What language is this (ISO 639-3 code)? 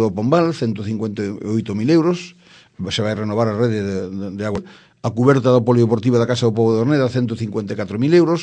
glg